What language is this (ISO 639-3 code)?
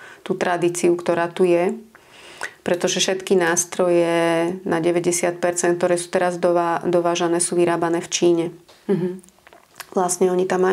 slk